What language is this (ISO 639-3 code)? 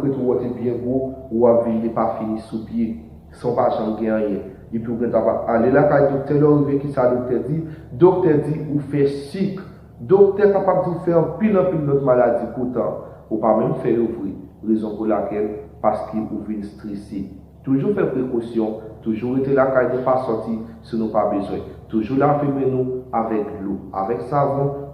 hat